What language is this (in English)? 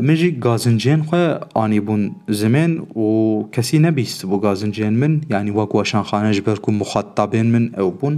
Kurdish